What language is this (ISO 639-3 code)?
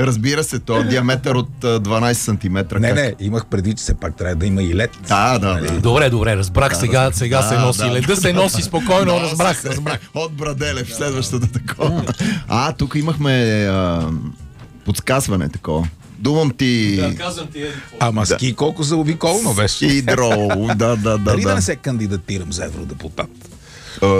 bul